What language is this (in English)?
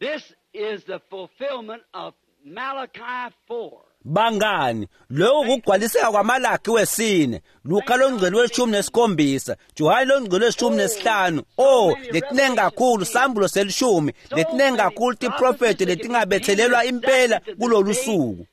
Swati